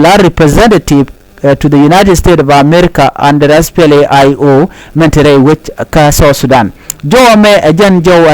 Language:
Nuer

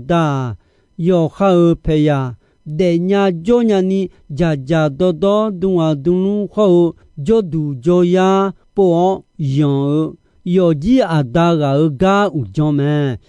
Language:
Akha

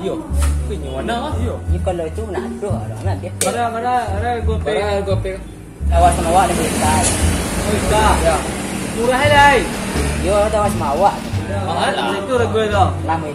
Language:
Minangkabau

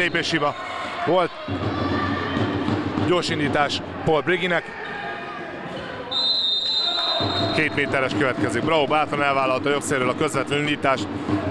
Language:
Hungarian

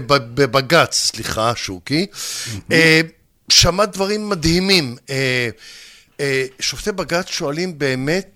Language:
Hebrew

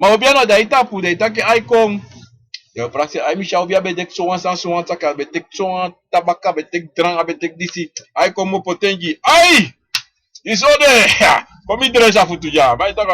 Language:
Sranan Tongo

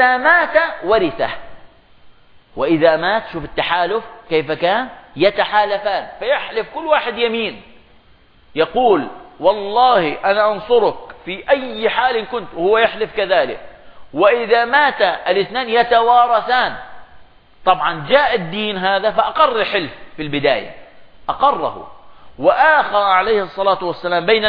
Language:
Arabic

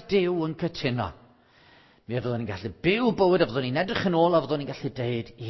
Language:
Welsh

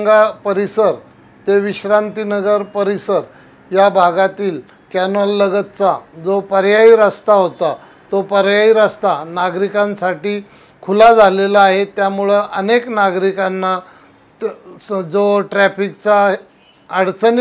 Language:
Marathi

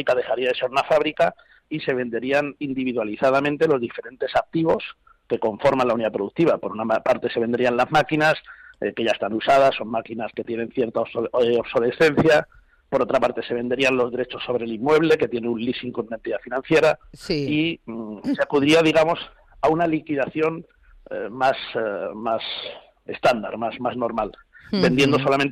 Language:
Spanish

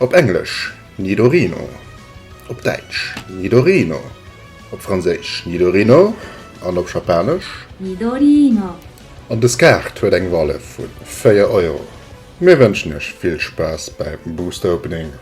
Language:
Luxembourgish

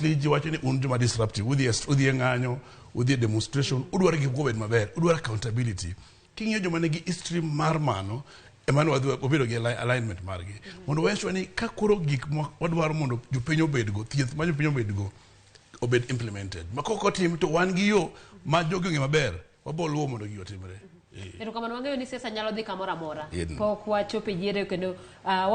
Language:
Luo (Kenya and Tanzania)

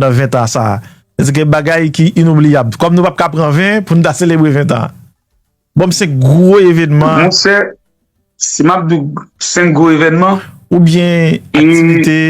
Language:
Haitian Creole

